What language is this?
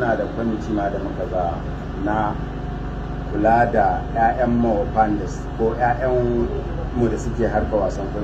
Hausa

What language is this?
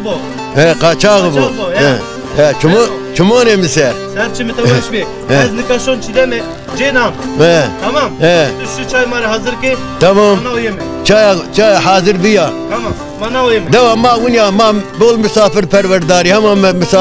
Zaza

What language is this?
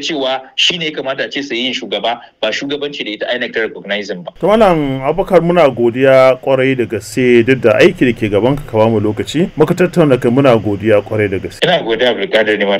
Hausa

